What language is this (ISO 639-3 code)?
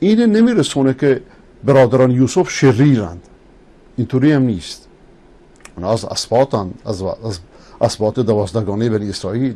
fas